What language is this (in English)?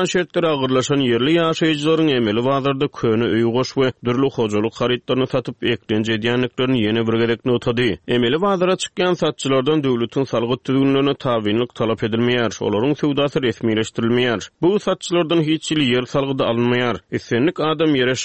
Turkmen